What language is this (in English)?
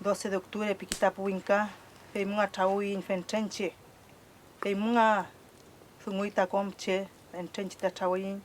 Mapuche